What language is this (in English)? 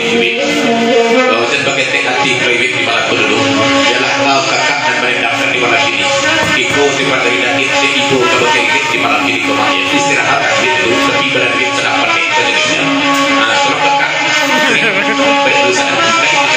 Minangkabau